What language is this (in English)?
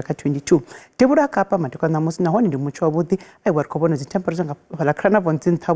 Venda